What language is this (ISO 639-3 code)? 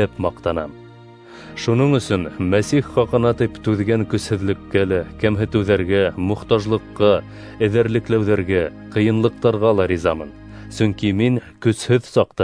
bak